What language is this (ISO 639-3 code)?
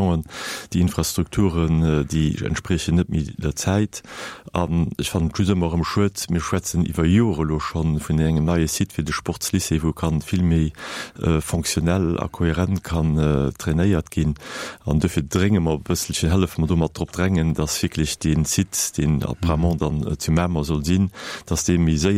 ltz